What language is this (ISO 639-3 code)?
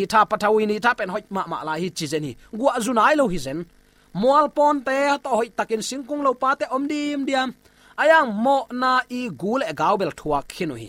ctd